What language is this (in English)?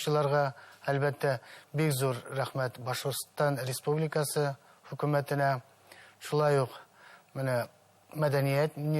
Bashkir